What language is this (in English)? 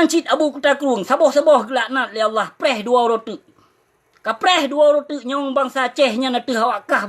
Achinese